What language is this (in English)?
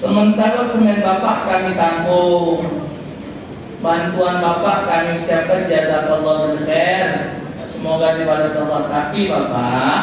Musi